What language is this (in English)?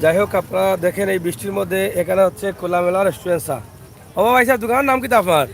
Sylheti